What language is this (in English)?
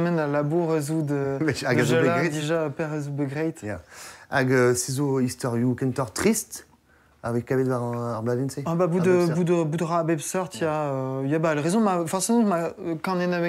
Breton